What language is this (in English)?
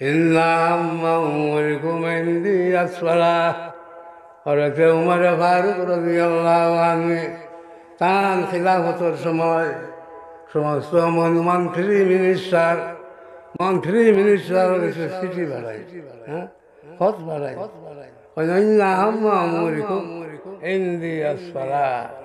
Sylheti